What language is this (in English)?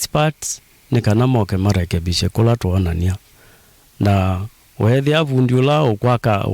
Kamba